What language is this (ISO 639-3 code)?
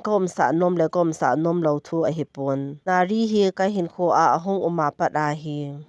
tcz